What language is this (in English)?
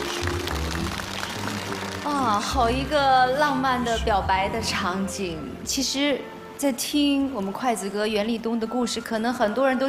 Chinese